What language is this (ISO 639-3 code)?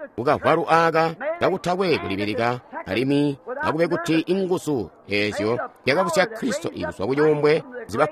toi